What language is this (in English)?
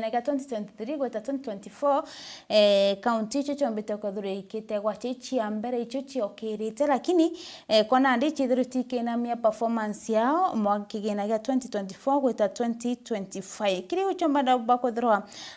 Meru